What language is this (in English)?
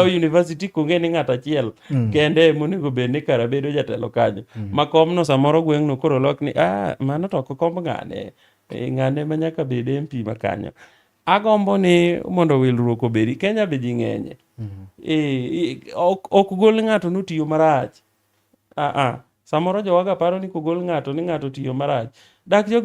Luo (Kenya and Tanzania)